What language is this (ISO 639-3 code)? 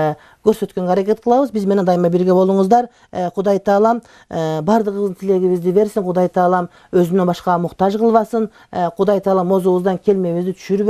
kir